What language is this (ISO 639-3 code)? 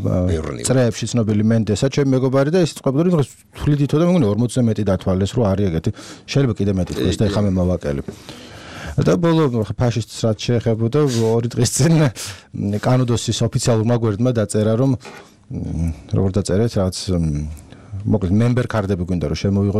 kat